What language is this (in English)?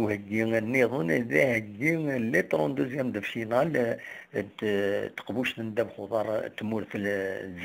Kabyle